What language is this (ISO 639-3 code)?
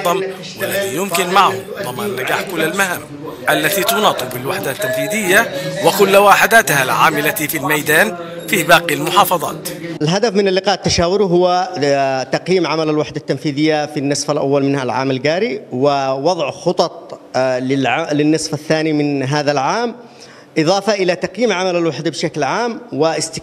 ara